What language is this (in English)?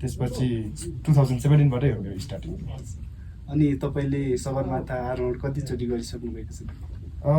Nepali